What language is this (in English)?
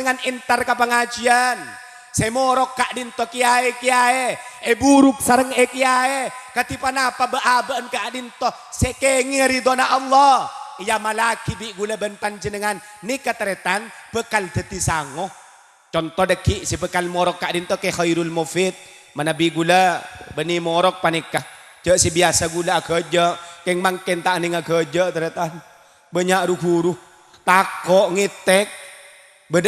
Madurese